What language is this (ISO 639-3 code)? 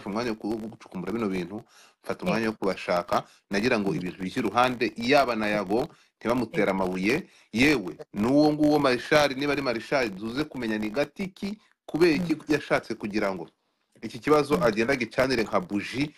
kin